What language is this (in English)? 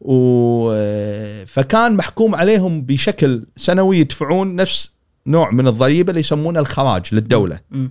Gulf Arabic